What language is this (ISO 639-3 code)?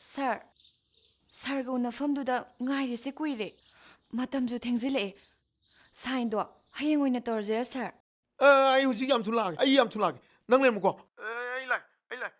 mni